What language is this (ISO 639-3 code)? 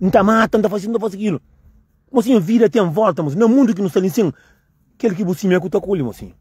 kea